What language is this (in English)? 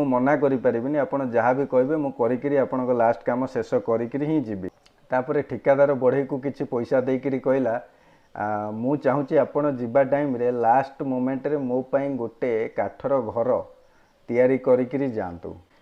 Odia